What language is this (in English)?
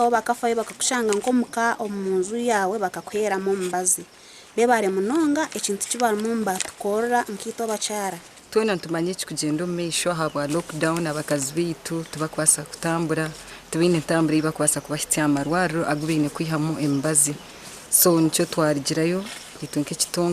Nyankole